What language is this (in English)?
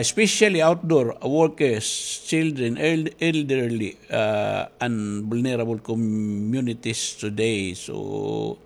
Waray